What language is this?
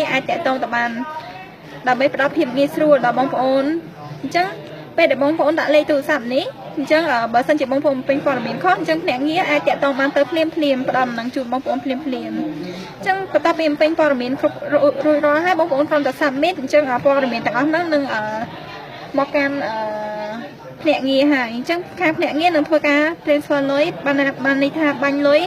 Khmer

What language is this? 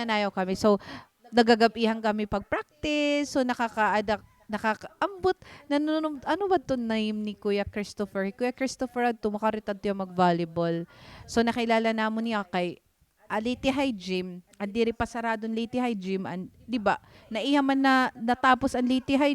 Waray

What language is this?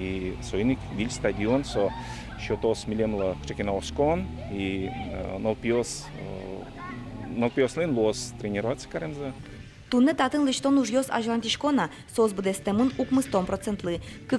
Udmurt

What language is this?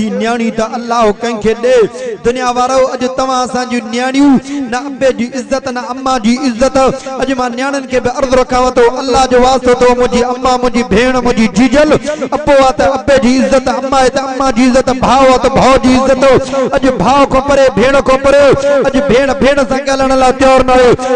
Sindhi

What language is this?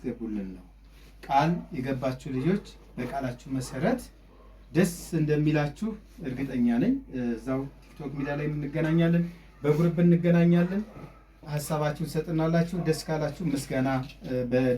Amharic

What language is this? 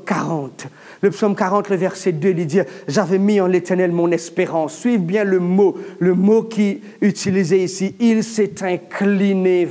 Morisyen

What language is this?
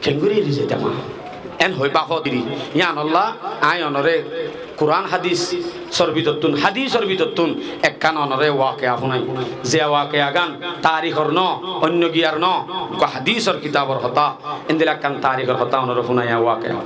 Rohingya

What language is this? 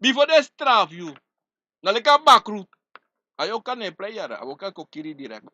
Sranan Tongo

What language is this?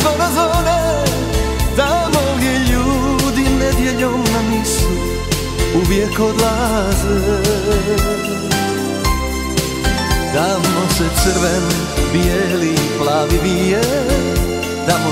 Croatian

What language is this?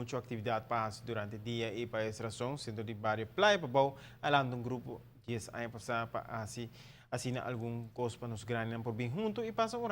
Papiamento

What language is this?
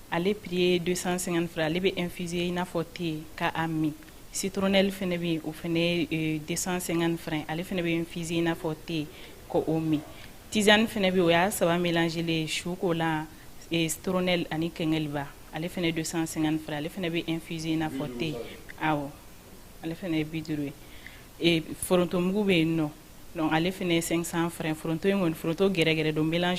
Bambara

